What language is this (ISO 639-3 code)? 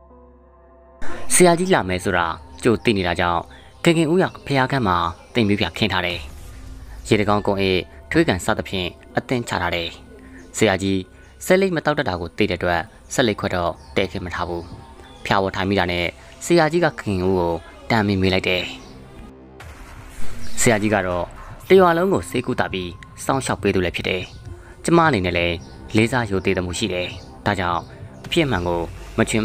mya